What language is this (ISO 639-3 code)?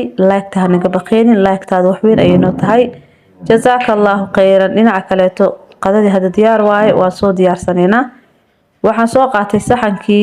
som